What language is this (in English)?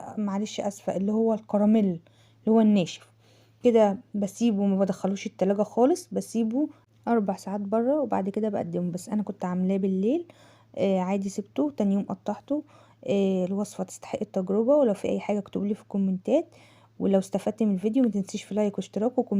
Egyptian Arabic